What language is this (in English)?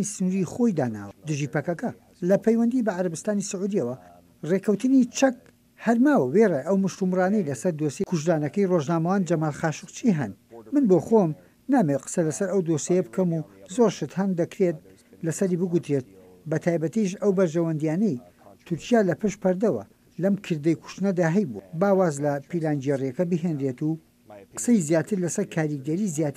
Central Kurdish